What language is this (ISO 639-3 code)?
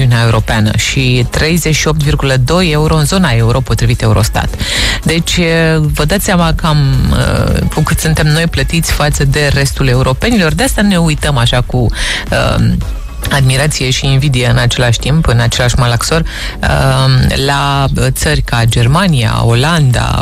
ron